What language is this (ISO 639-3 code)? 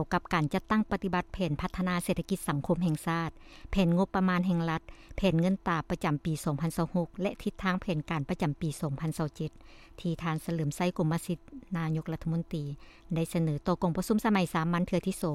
lao